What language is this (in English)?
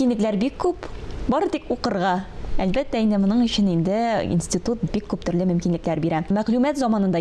Tatar